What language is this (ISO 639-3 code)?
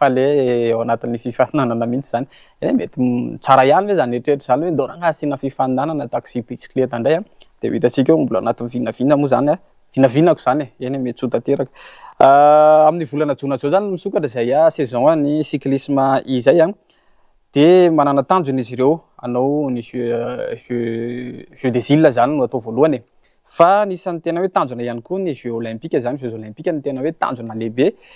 mlg